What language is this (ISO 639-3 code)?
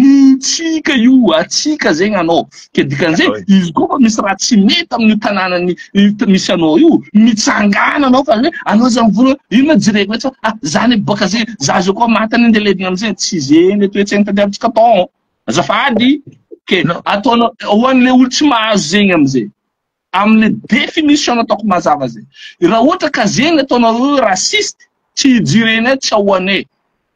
mlg